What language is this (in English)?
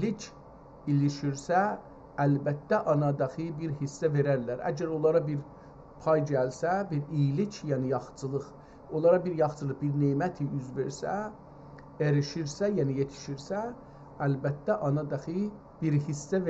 South Azerbaijani